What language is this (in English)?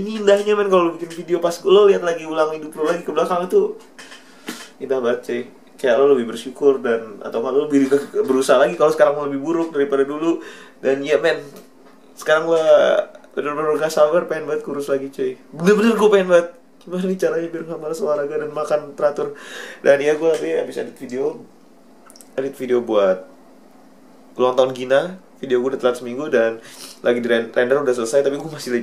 Indonesian